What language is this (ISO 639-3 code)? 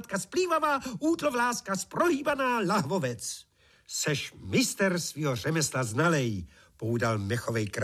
ces